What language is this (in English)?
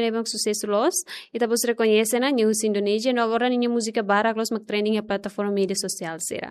Tetum